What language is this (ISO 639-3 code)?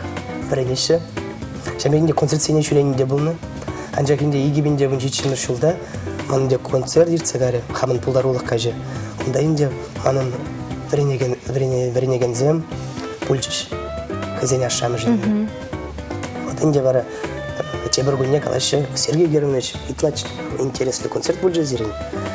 chv